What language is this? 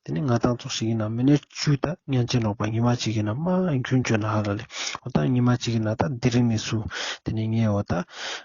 Ladakhi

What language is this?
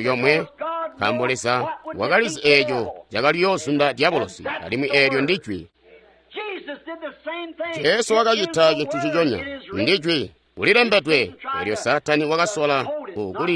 Tonga (Zambia)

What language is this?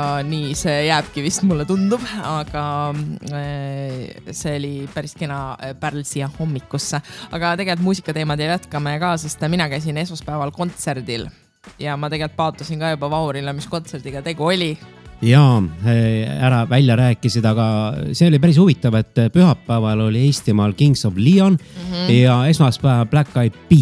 Estonian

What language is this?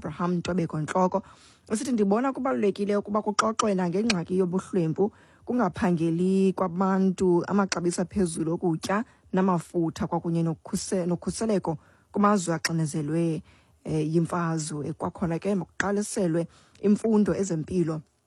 Xhosa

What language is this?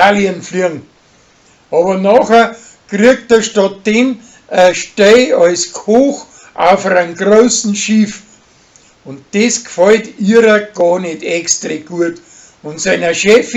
Bavarian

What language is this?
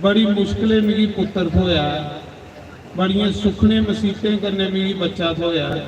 Dogri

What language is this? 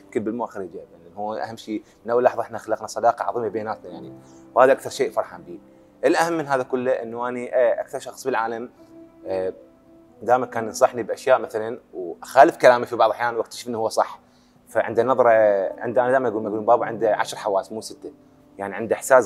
Mesopotamian Arabic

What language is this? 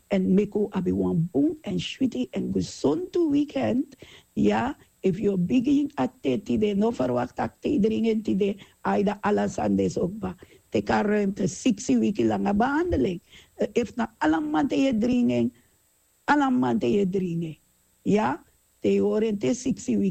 Sranan Tongo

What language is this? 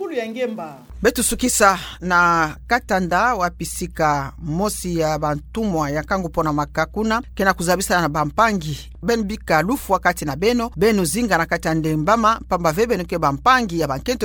Kituba (Democratic Republic of Congo)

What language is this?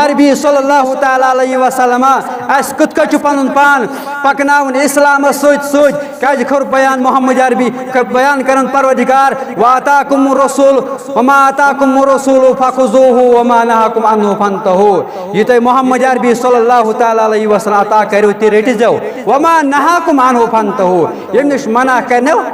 Kashmiri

